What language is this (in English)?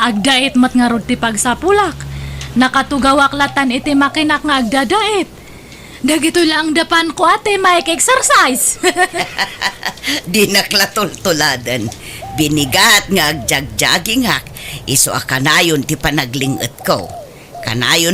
Iloko